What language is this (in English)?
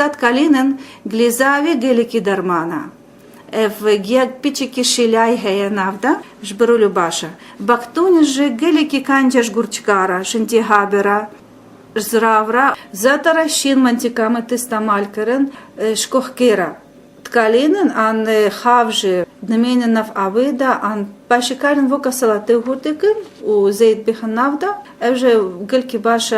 Kurdish